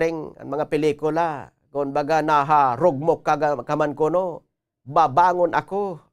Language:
Waray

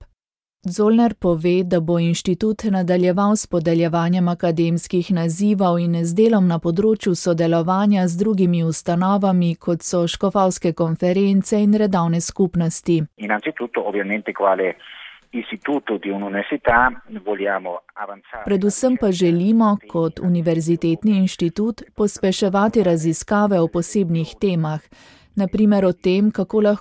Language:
Slovenian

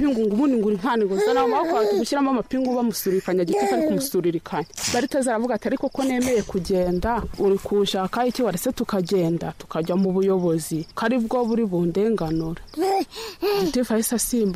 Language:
Kinyarwanda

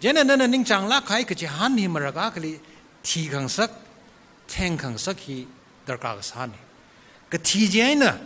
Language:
Tangkhul Naga (India)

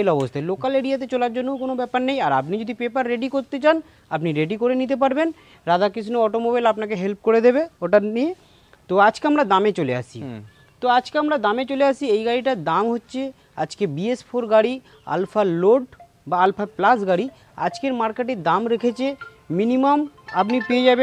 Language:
Bangla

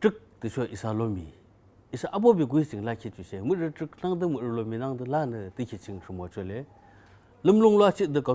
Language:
Yimchungru Naga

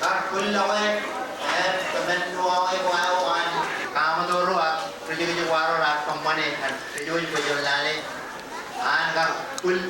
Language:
Marshallese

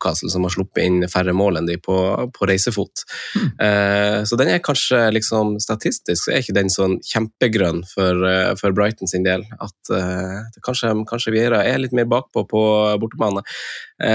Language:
Norwegian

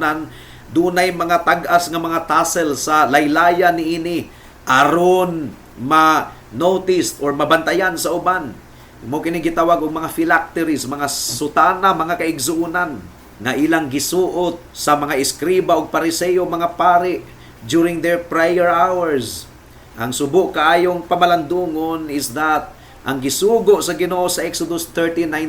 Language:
Cebuano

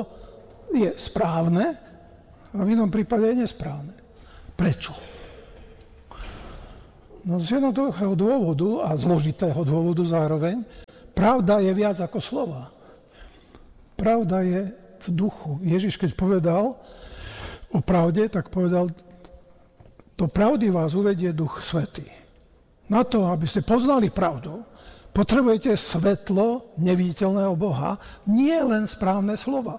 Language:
Slovak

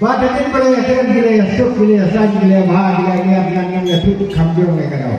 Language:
Khasi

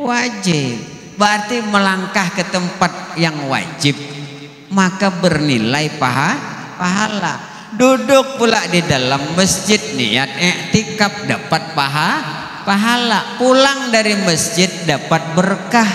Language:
Banjar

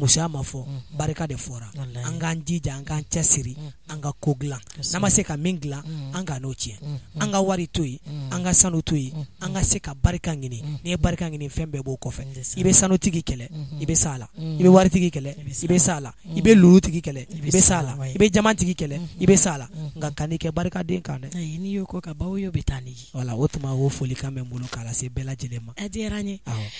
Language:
Bambara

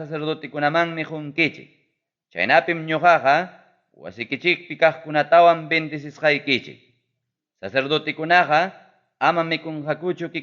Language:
Ayacucho Quechua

